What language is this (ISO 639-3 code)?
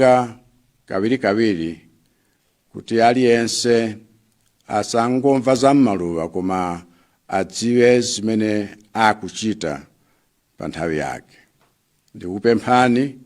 nya